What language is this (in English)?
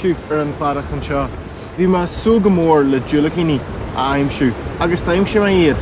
Irish